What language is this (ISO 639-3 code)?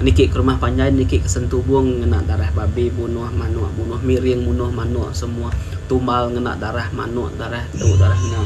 iba